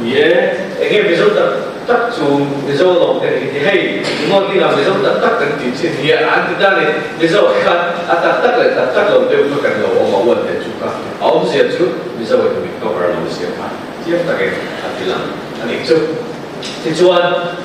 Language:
Hakha Chin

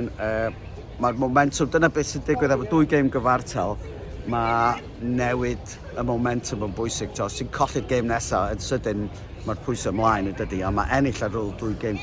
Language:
Welsh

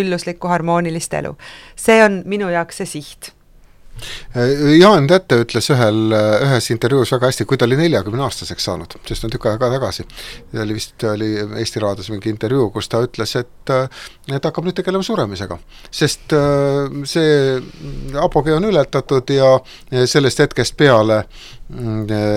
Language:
Estonian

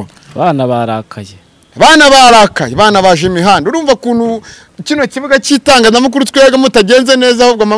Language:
Kinyarwanda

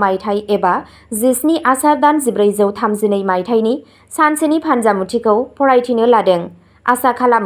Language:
Bodo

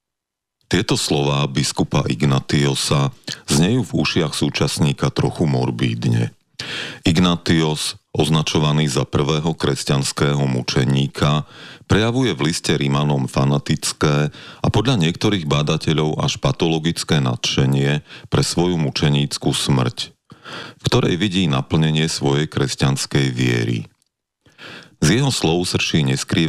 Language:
Slovak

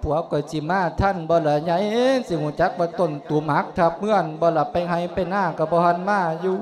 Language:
Lao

